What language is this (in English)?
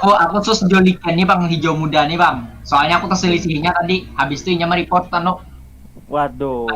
Banjar